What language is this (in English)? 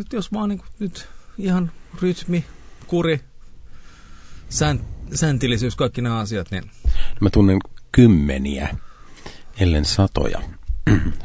Finnish